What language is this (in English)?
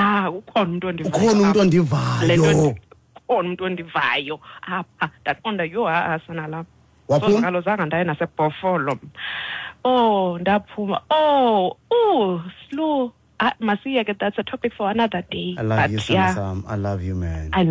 Xhosa